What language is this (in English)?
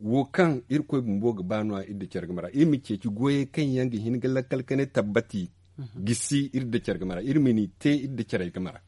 Zarma